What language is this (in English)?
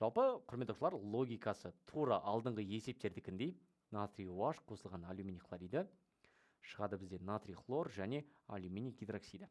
Kazakh